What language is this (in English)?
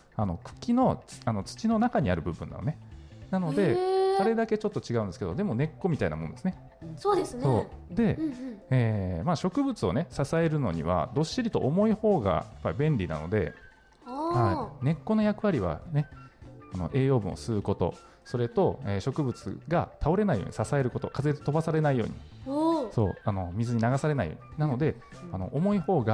Japanese